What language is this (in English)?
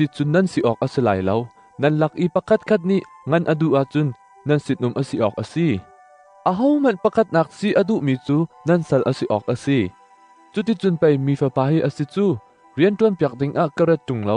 Hakha Chin